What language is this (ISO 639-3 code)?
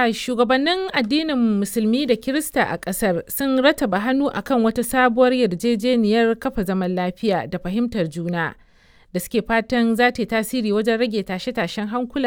hau